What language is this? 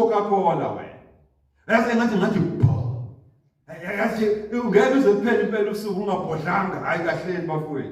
Zulu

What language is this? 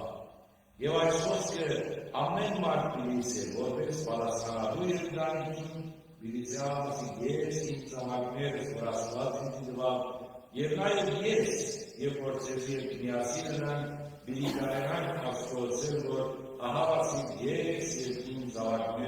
Western Armenian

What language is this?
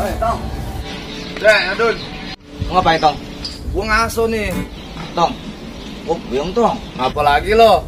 Betawi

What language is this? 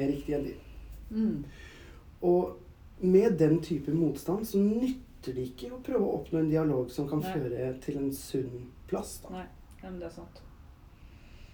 Norwegian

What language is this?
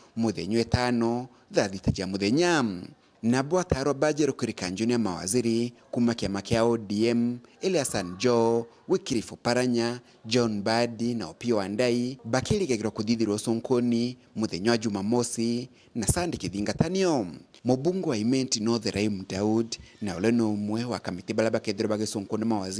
Meru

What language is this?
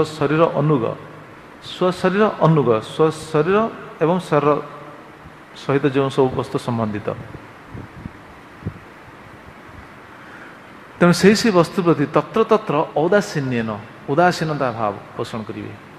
Odia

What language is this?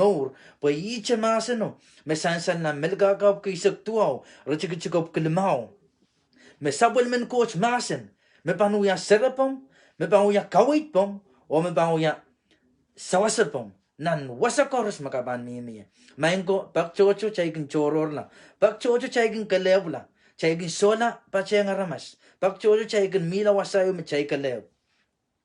Pohnpeian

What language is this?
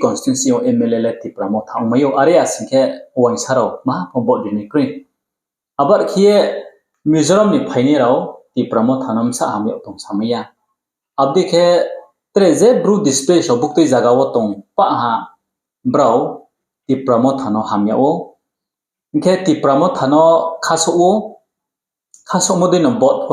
Riang (India)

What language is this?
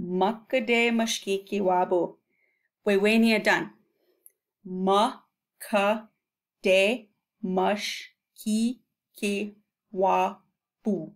Chippewa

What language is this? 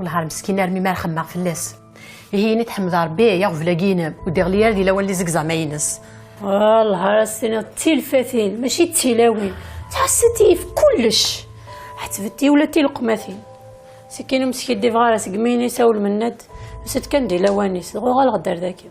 Kabyle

